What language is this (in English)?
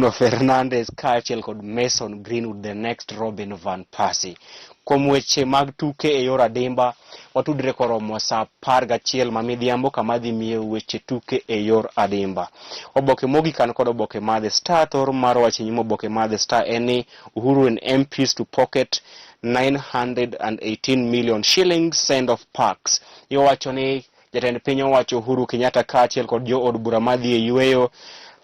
Luo (Kenya and Tanzania)